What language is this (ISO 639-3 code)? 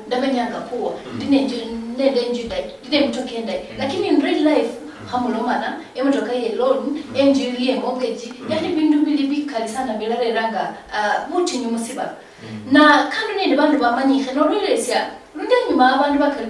luy